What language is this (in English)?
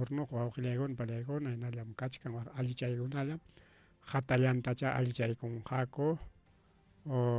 Ayacucho Quechua